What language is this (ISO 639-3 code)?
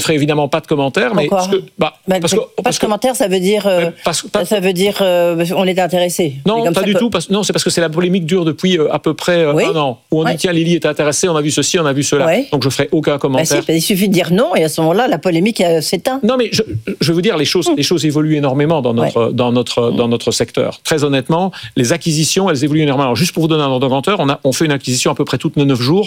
fra